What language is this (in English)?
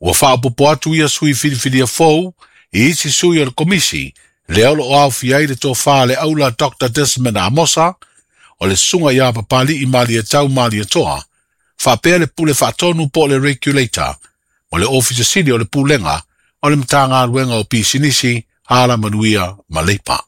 Samoan